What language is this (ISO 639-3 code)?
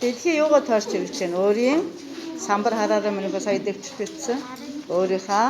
mon